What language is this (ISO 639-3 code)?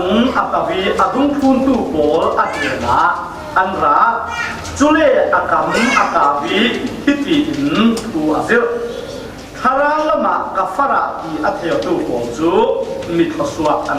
cfm